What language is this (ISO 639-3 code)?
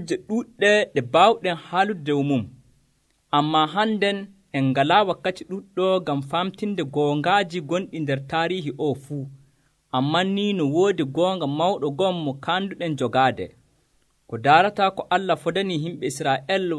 fuv